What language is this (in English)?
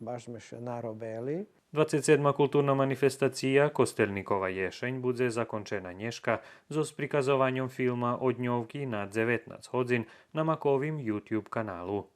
Rusyn